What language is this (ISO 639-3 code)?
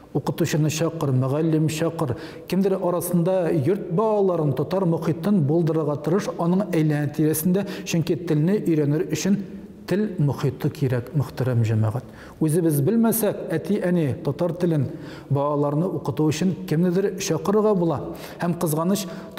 tat